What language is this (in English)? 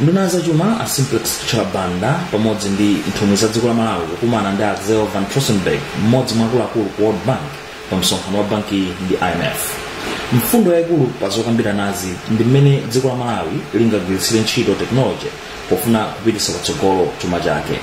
Nyanja